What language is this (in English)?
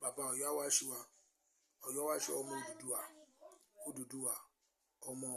Yoruba